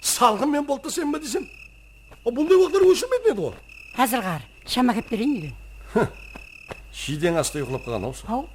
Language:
Kara-Kalpak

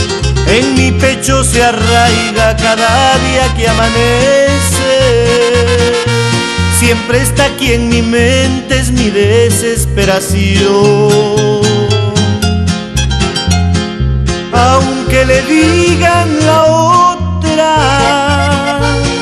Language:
Spanish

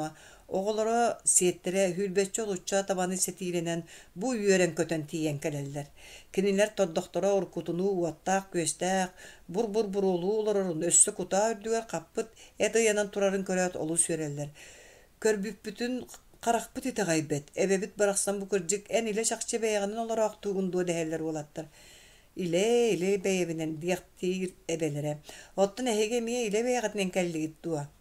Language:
Yakut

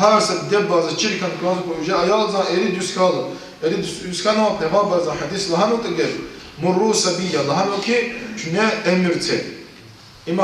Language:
Lezghian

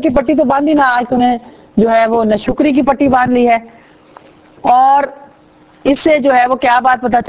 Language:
Urdu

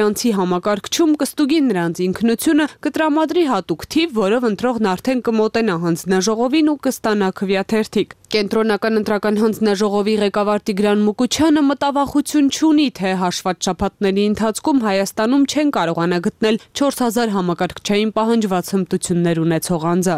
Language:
Armenian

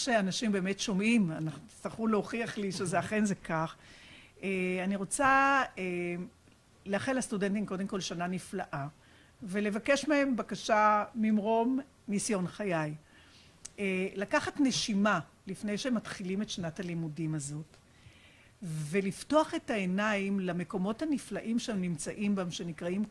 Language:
Hebrew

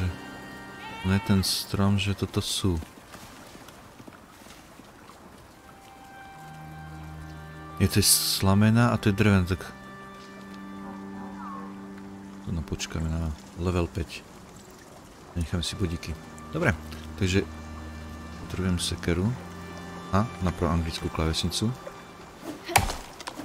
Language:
Slovak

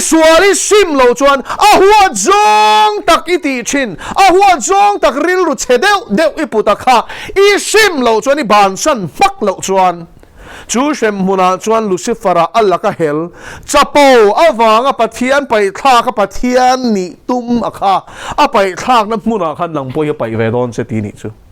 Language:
Mizo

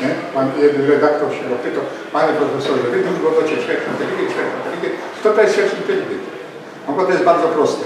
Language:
Silesian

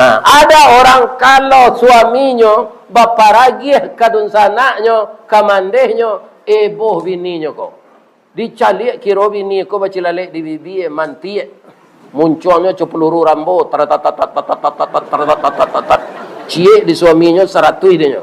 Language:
Minangkabau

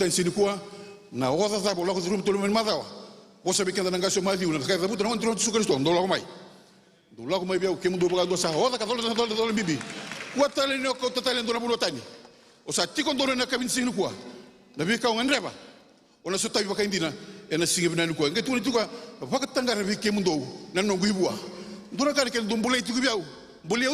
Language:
Fijian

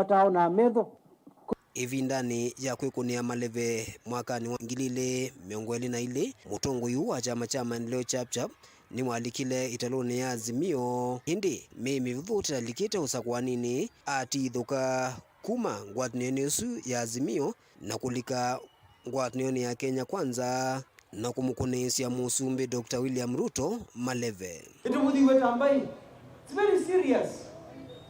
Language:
Kamba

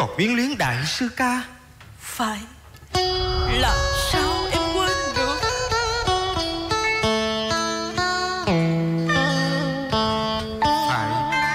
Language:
Vietnamese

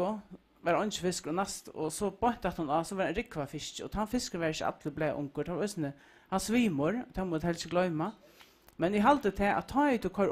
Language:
Faroese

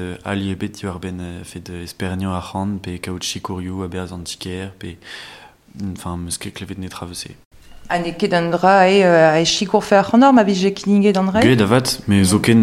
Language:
Breton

